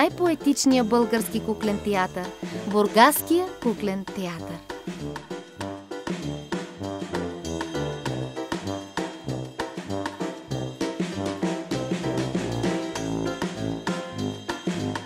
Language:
Bulgarian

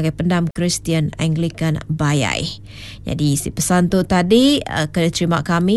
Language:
Iban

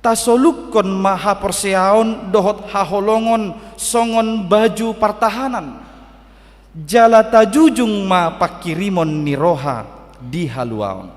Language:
Batak Toba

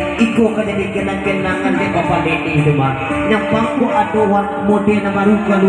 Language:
Minangkabau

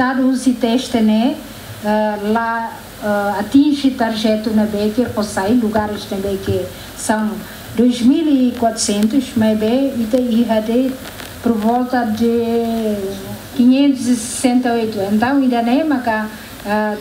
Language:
Tetum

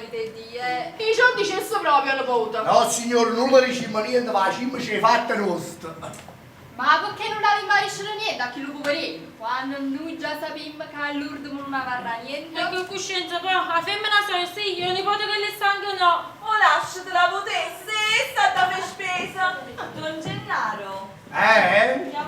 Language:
Neapolitan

